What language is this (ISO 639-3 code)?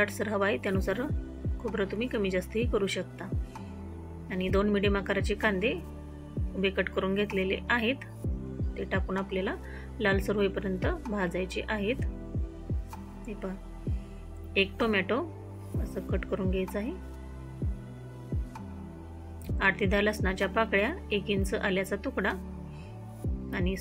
mar